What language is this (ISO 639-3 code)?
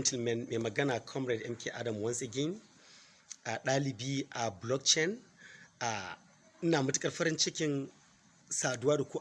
hau